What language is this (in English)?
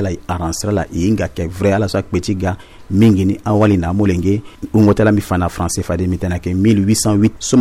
Sango